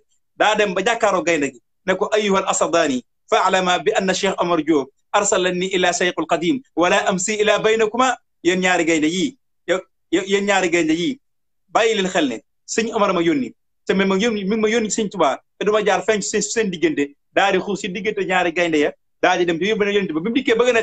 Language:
Wolof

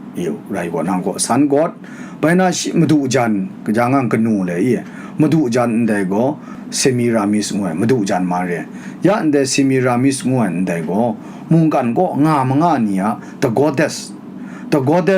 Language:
Kachin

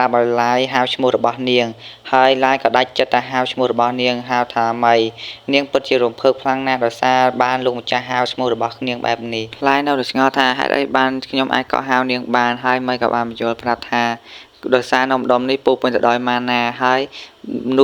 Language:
Khmer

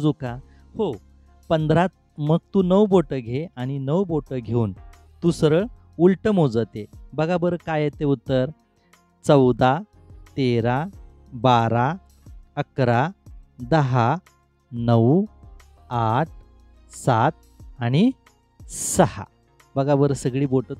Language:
Marathi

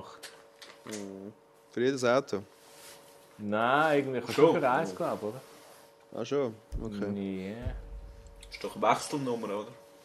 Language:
Swiss German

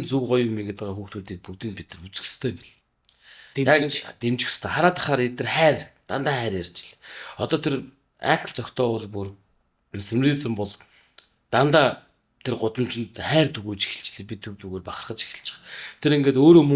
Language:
Mongolian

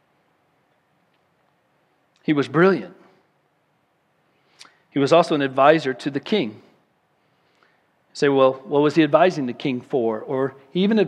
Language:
English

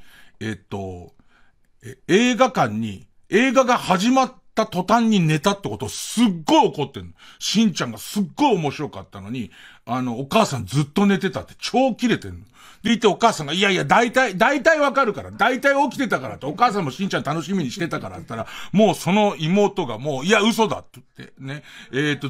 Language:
Japanese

